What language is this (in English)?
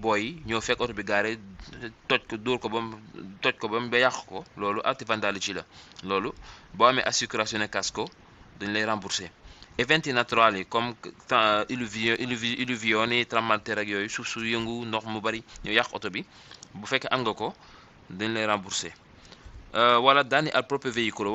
Wolof